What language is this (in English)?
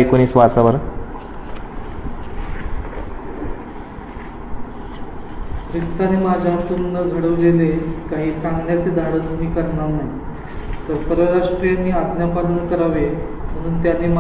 Marathi